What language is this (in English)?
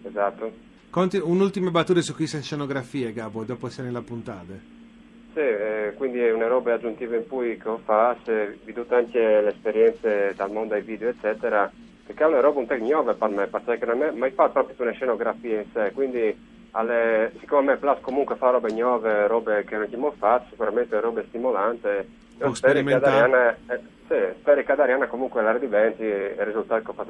Friulian